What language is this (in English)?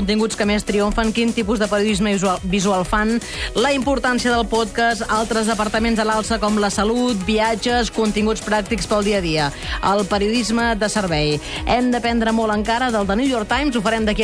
Catalan